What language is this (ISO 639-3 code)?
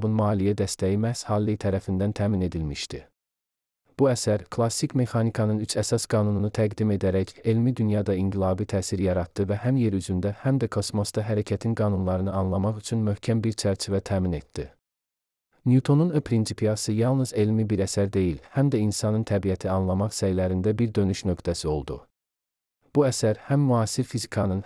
aze